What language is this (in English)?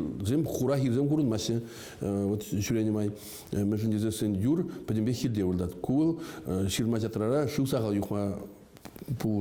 Chuvash